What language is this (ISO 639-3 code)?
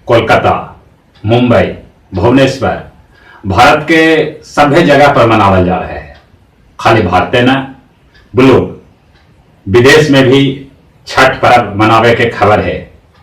mag